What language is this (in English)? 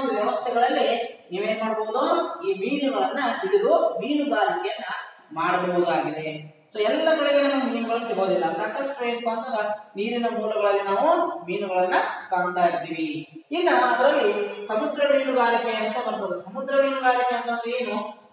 Kannada